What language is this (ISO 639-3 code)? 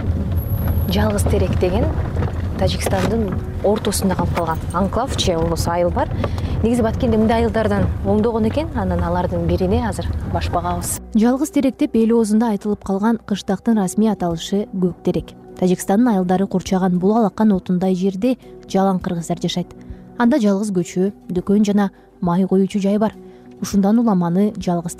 kir